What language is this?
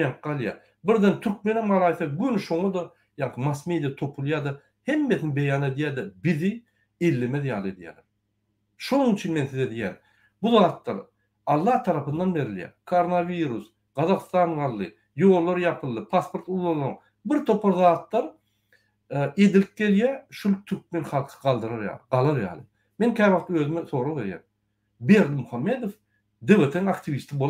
Turkmen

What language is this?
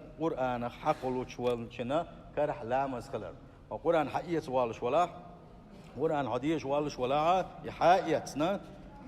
Chechen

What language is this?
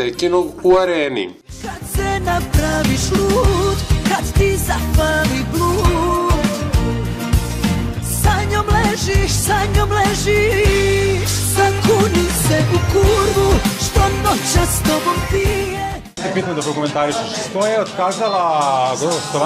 Serbian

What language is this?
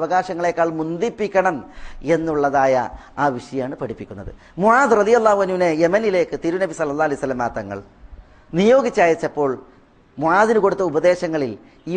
Malayalam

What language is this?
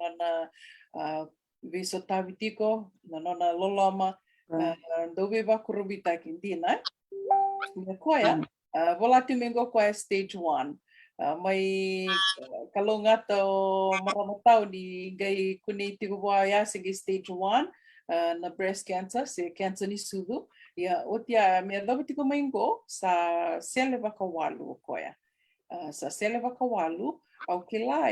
Fijian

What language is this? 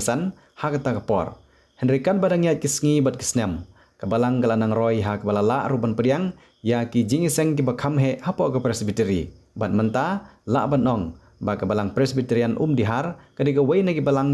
Khasi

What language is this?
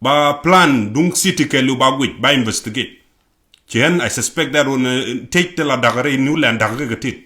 Nuer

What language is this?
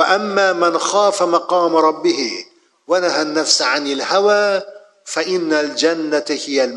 Uzbek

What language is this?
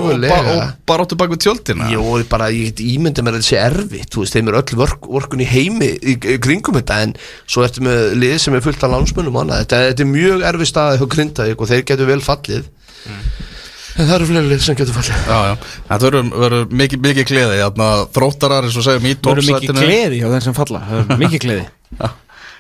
Icelandic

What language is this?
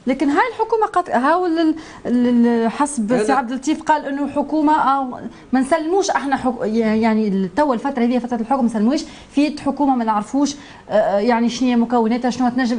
Tunisian Arabic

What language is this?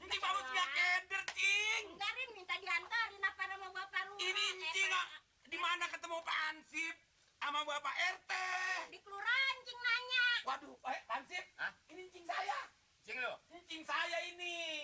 Betawi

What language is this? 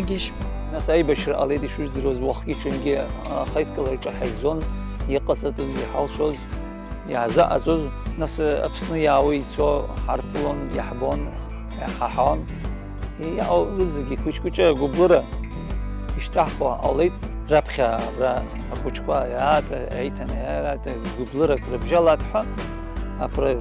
Abkhazian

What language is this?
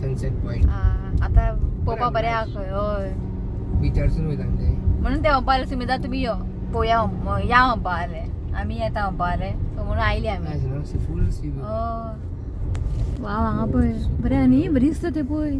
Konkani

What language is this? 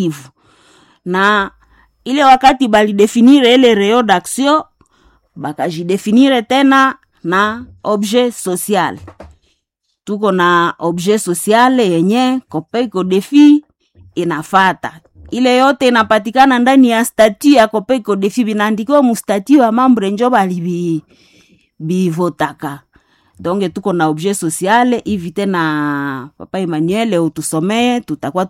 Swahili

